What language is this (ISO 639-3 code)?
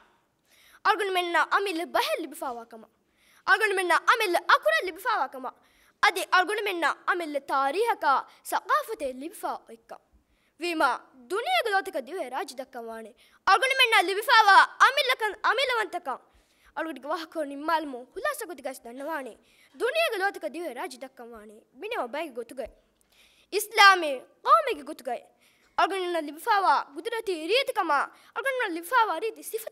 div